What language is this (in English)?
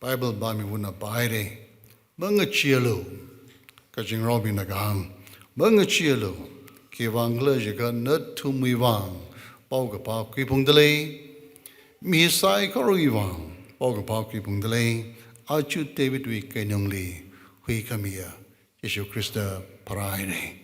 Tangkhul Naga (India)